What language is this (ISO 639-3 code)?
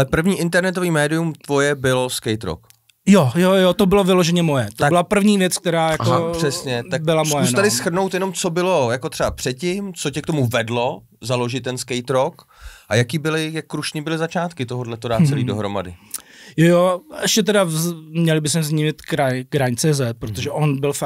ces